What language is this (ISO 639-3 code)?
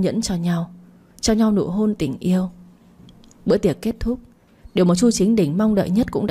vie